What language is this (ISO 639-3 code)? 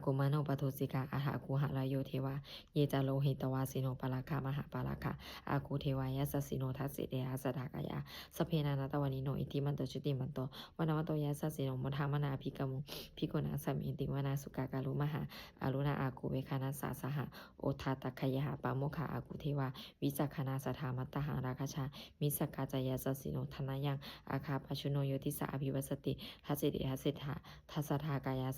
pli